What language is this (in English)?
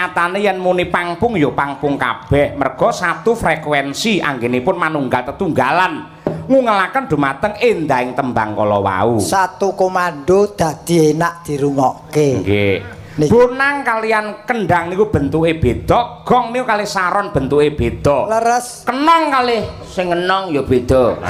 Javanese